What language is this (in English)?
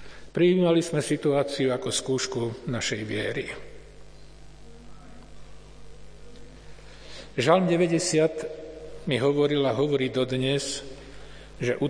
Slovak